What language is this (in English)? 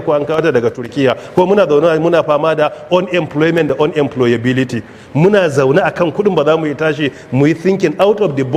Hausa